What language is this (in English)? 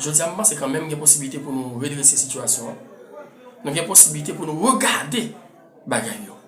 Haitian Creole